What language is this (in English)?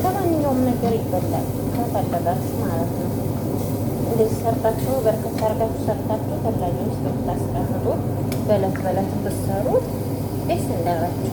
Amharic